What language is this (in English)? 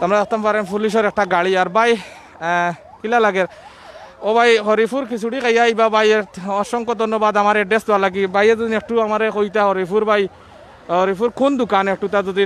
Sylheti